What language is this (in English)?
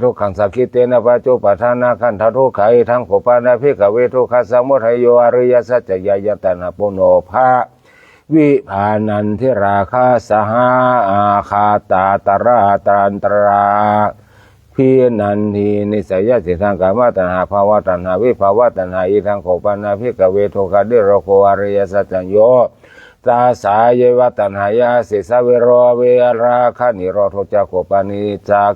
Pali